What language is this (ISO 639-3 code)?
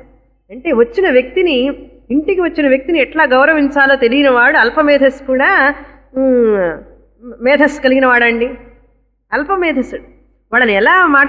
tel